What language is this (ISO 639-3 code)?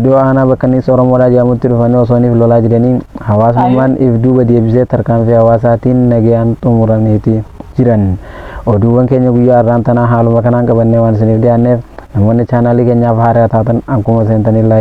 orm